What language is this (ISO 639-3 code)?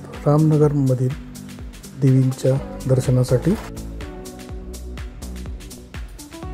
mar